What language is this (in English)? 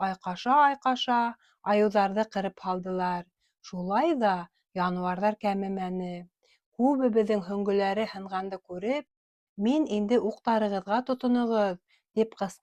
Bashkir